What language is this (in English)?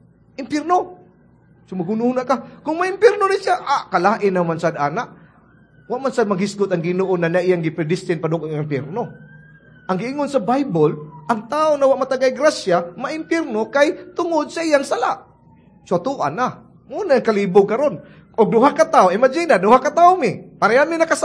Cebuano